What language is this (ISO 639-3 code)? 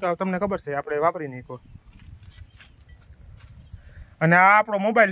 guj